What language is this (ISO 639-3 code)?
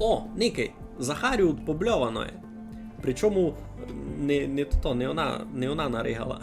rue